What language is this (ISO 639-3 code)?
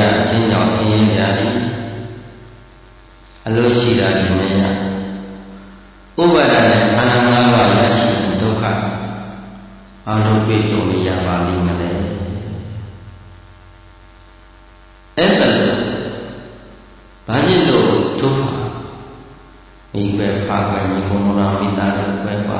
mya